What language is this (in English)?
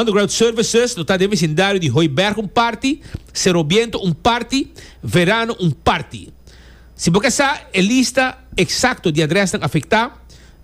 Papiamento